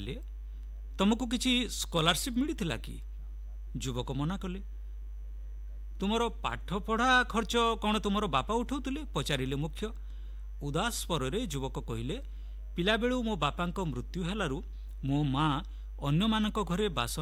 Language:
Odia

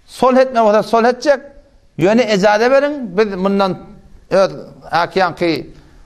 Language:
Turkmen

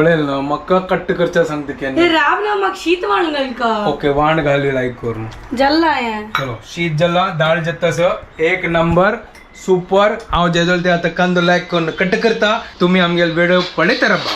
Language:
Konkani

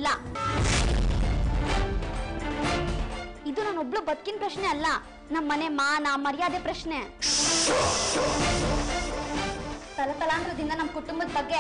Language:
Kannada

